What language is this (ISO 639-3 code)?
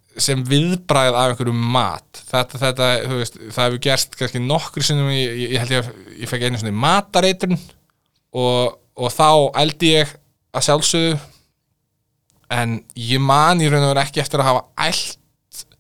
isl